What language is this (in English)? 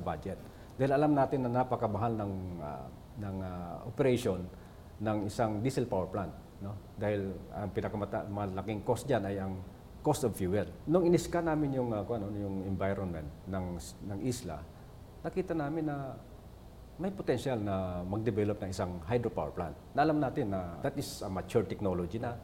Filipino